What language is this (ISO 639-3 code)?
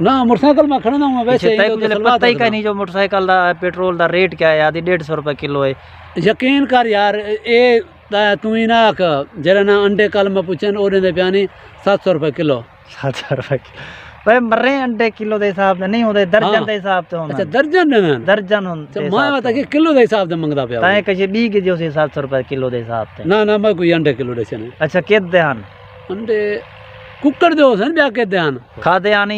skr